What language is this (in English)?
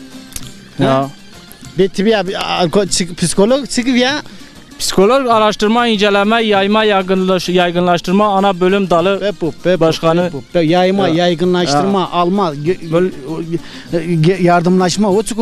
Zaza